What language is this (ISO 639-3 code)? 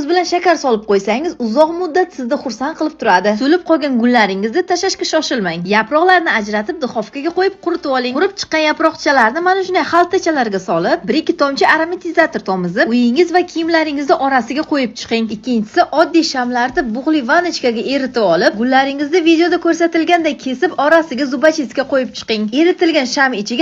uzb